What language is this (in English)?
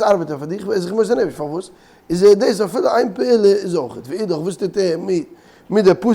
Yiddish